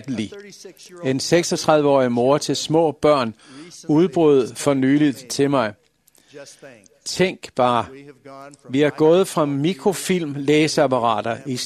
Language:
Danish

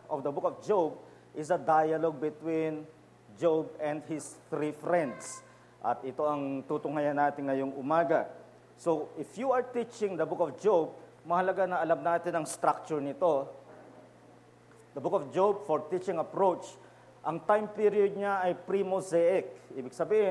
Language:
Filipino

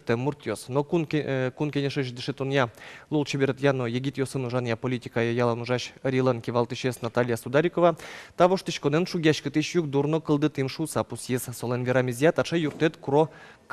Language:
Udmurt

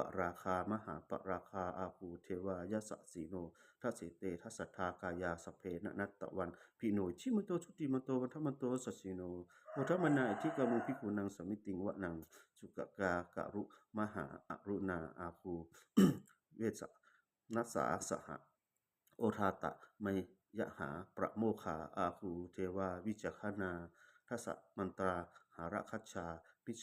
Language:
Pali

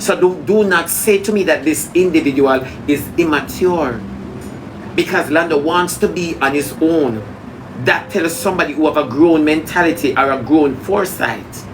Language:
Jamaican Creole English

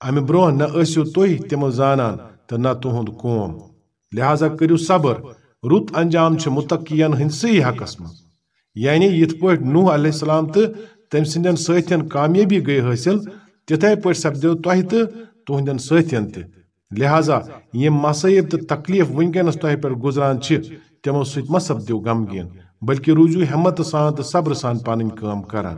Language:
Kashmiri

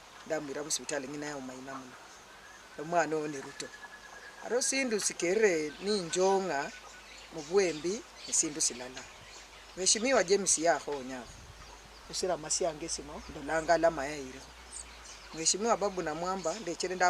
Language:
Luyia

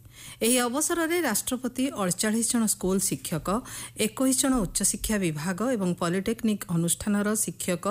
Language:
Odia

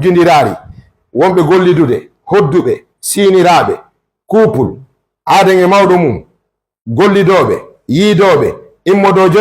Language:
Fula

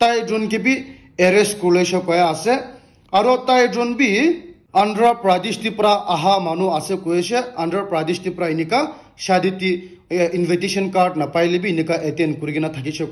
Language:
Naga Pidgin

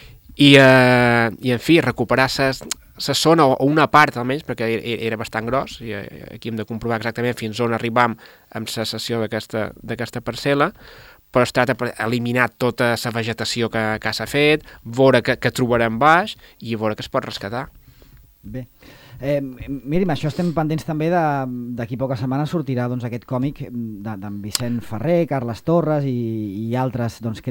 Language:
Catalan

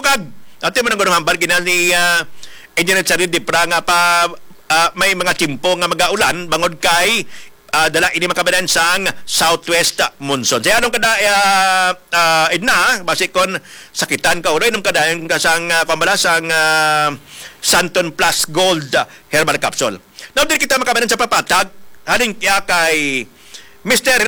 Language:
Hiligaynon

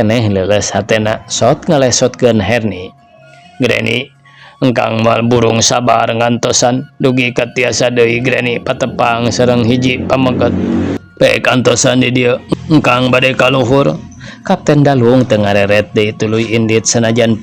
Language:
Sundanese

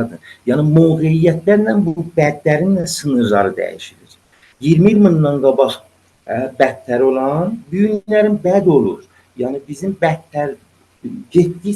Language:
South Azerbaijani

